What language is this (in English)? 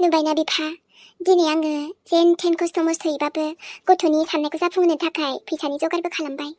Bodo